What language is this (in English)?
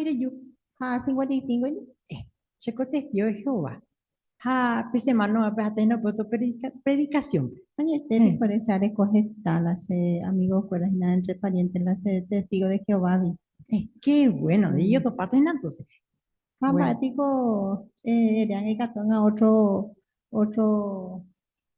Guarani